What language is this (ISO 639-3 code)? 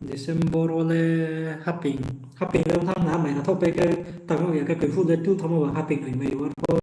ria